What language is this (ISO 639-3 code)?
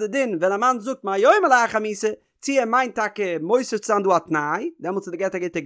yid